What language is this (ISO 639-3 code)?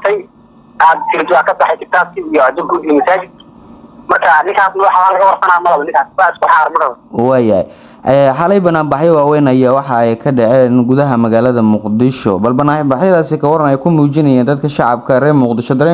som